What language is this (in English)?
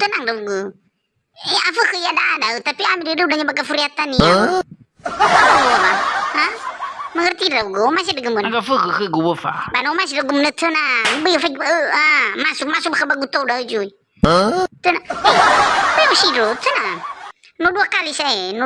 Nias